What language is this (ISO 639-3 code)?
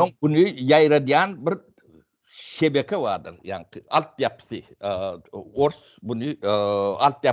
tuk